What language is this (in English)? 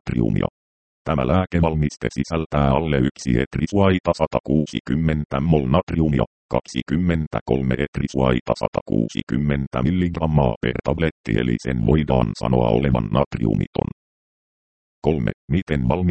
Finnish